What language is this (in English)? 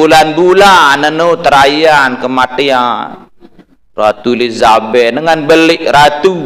Sasak